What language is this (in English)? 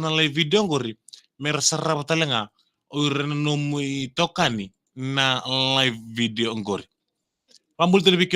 Fijian